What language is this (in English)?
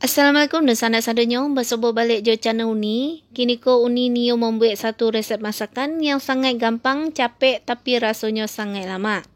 Minangkabau